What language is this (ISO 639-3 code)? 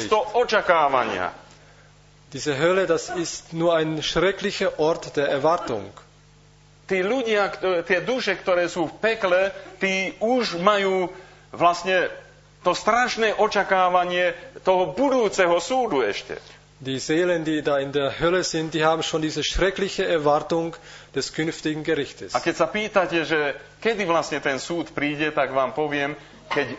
slk